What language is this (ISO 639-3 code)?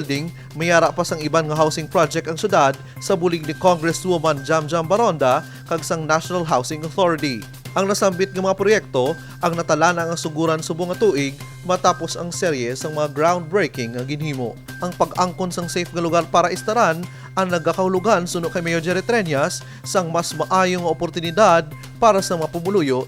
hil